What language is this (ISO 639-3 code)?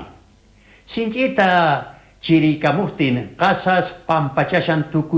que